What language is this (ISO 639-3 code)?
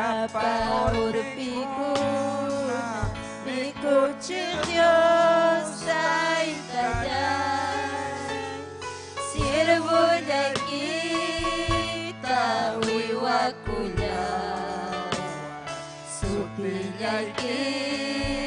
quy